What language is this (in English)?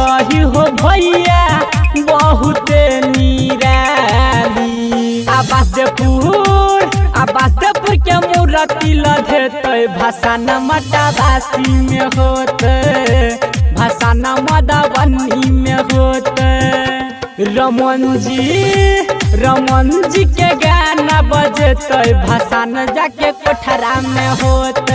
Maithili